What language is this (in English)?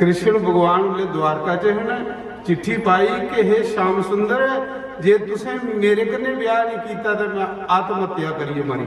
Dogri